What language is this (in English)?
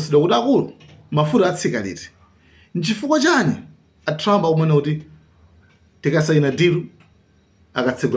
Nyanja